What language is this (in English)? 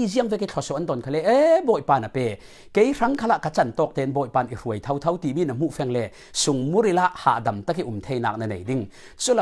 Falam Chin